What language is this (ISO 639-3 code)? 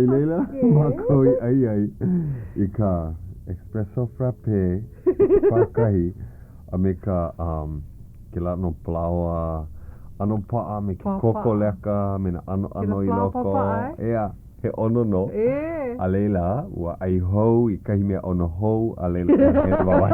haw